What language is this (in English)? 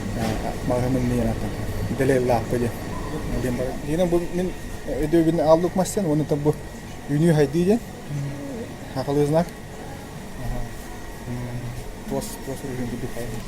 Yakut